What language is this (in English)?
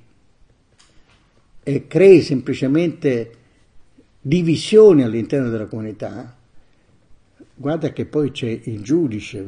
Italian